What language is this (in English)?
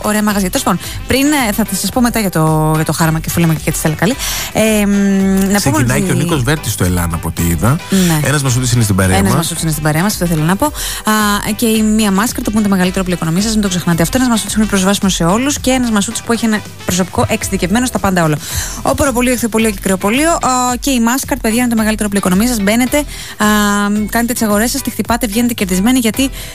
Greek